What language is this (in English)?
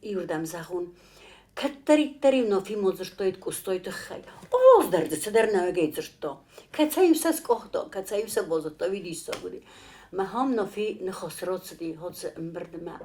Ossetic